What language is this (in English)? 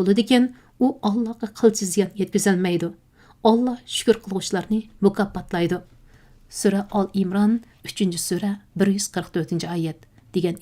Uyghur